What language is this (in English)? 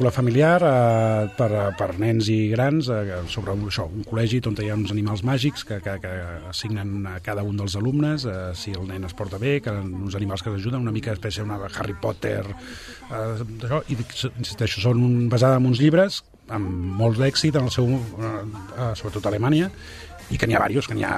Catalan